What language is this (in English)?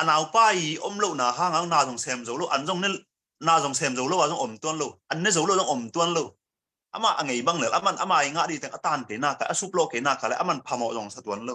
Tedim Chin